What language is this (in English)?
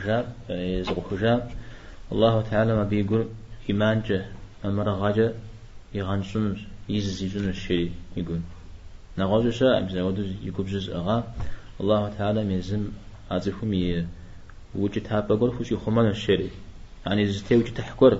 Kabardian